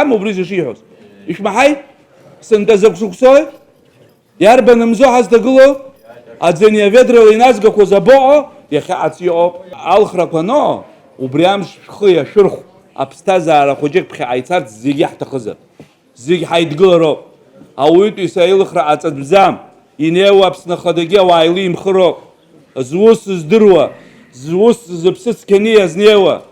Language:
Abkhazian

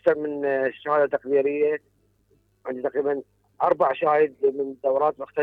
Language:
Mesopotamian Arabic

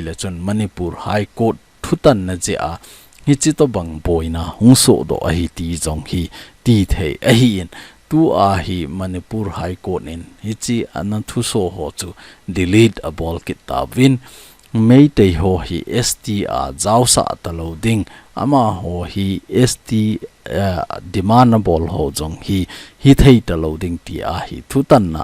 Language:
Thado Chin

